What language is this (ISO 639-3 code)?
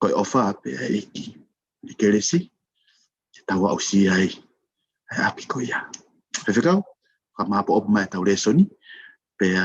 ton